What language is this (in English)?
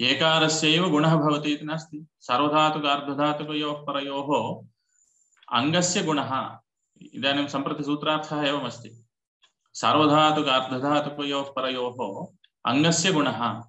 Sanskrit